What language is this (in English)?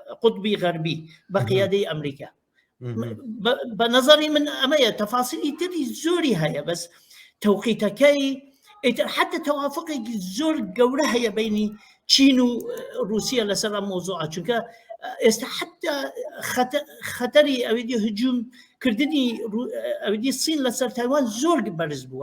Central Kurdish